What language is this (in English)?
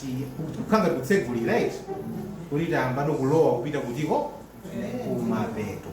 Nyanja